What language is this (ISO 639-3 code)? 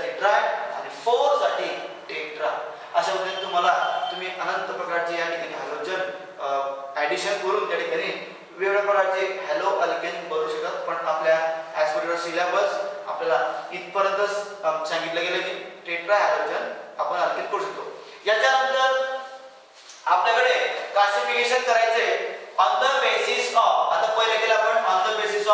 mar